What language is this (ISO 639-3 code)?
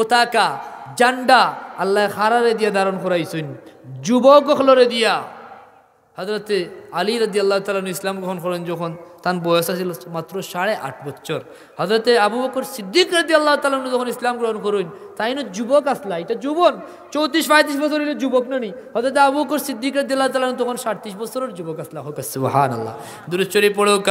syl